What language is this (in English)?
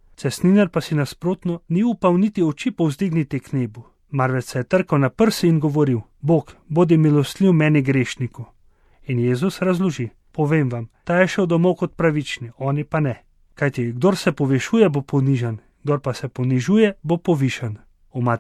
Slovenian